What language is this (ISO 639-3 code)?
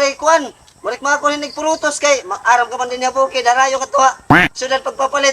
war